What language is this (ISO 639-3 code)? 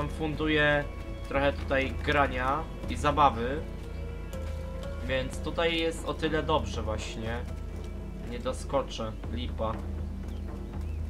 pol